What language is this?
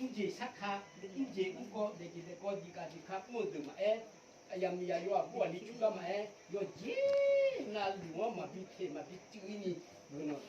Akha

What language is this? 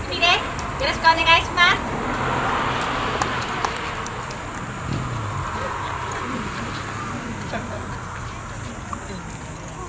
Japanese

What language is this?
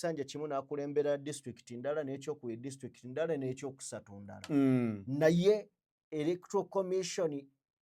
Ganda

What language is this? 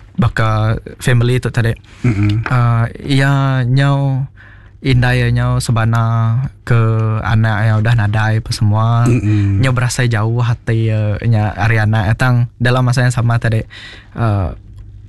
Iban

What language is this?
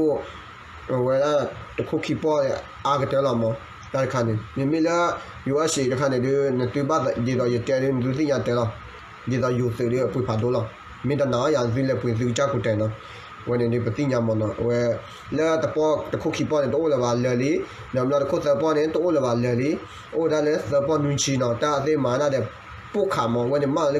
S'gaw Karen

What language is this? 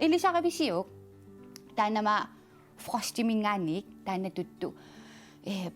Kalaallisut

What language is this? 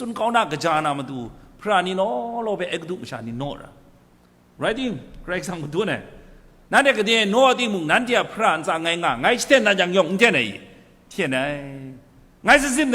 Kachin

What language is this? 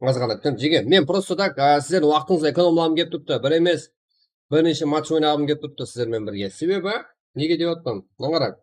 Kara-Kalpak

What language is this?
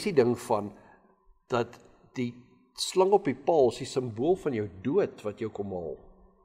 Afrikaans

